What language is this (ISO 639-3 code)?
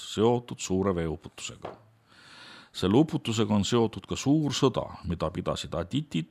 est